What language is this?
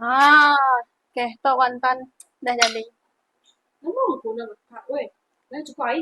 Iban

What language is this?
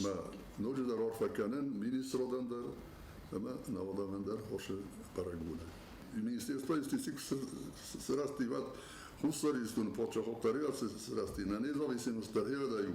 Ossetic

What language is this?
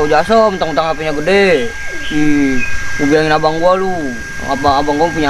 Betawi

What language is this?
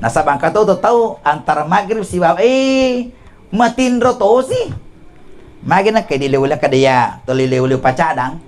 Buginese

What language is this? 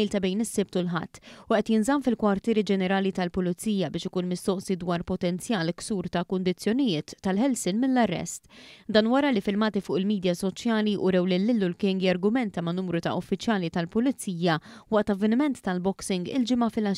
Maltese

